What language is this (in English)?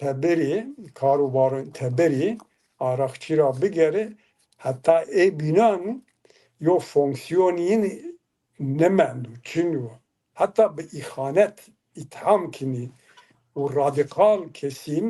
Zaza